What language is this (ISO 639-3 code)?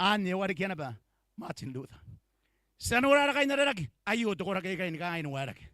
gil